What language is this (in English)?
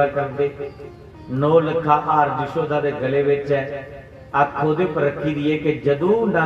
Dogri